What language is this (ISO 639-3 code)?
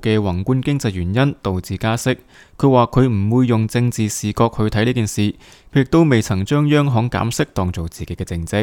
yue